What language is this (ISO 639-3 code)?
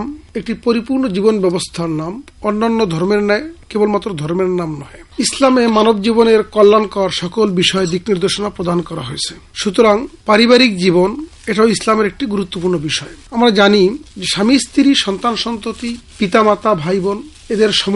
ben